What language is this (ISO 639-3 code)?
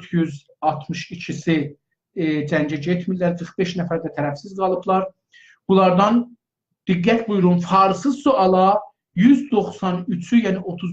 azb